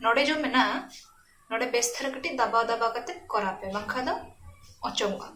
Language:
Santali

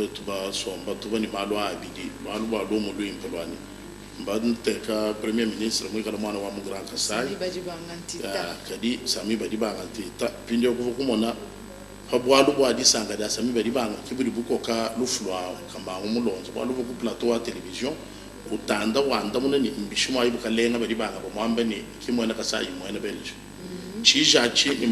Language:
Luba-Lulua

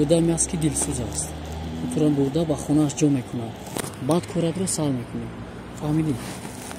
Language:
Tajik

